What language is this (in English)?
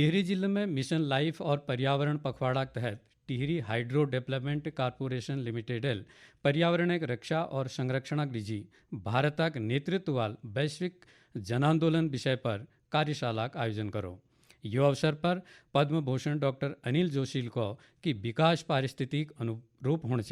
Garhwali